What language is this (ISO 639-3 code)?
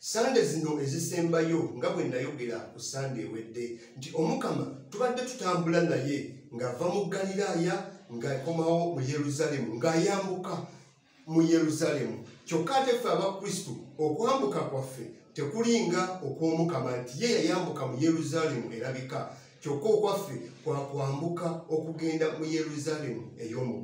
lug